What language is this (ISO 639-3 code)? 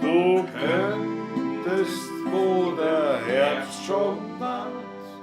bar